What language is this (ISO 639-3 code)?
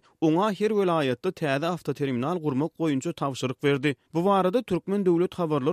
tuk